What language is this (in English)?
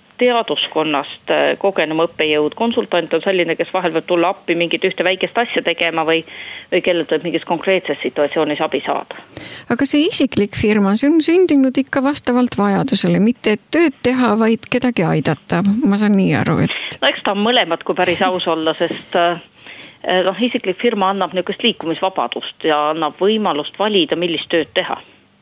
Estonian